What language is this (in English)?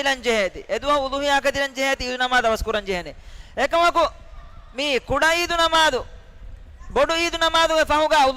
Divehi